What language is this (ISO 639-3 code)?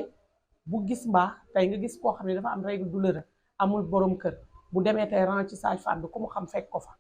wol